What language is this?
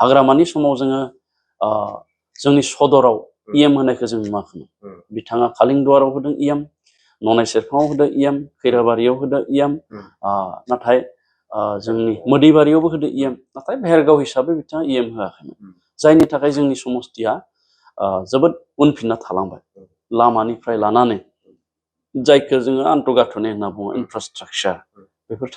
Bodo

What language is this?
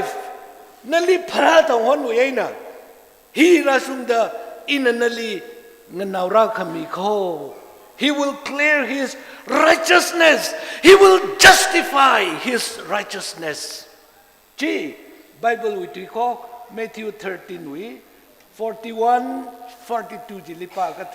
Tangkhul Naga (India)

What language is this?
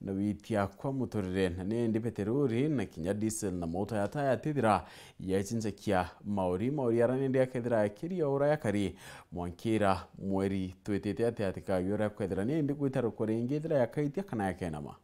Meru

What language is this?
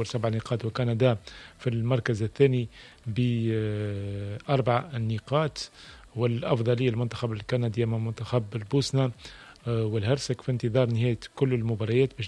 Tunisian Arabic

